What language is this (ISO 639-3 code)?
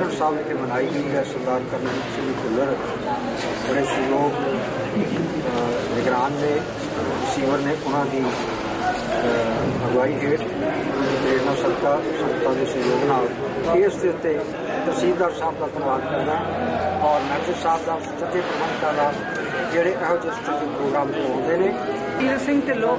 pan